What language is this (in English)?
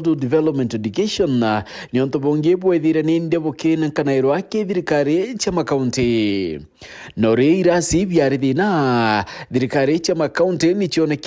Meru